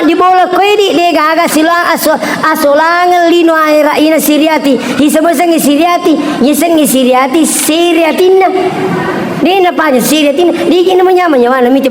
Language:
Buginese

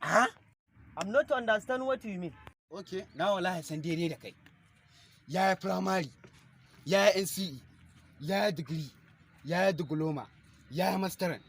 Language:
Hausa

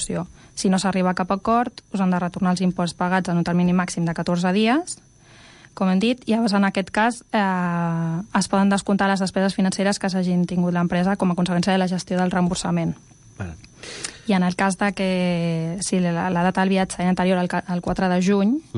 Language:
Catalan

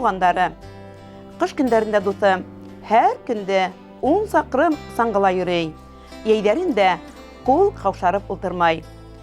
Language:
Bashkir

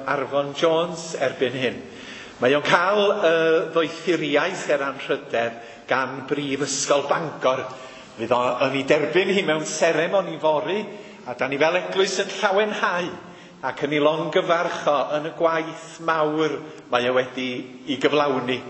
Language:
Welsh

